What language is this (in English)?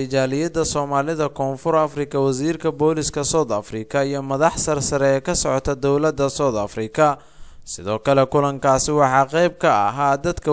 Somali